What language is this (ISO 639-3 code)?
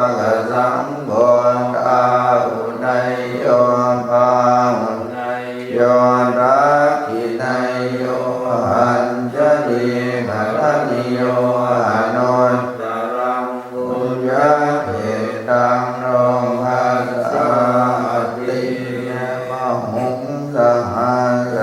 pli